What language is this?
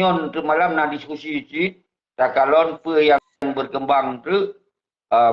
Achinese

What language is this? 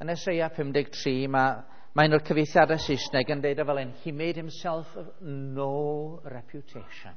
Welsh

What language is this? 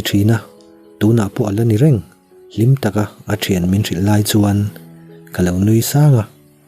Mizo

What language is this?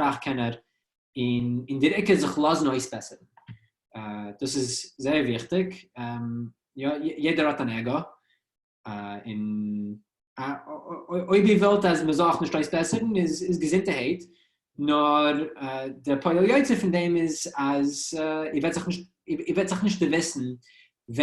Yiddish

